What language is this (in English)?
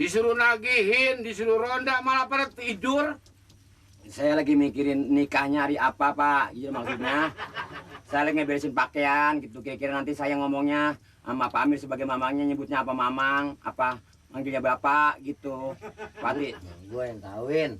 Betawi